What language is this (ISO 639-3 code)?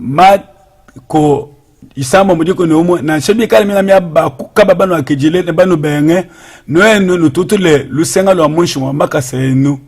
lua